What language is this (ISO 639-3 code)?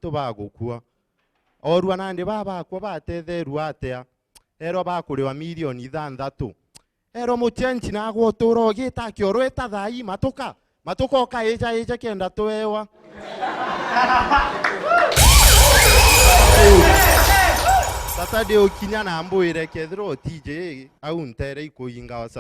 mer